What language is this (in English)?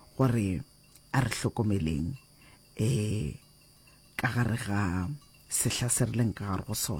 Northern Sotho